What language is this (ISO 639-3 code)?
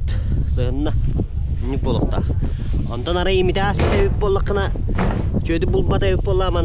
sah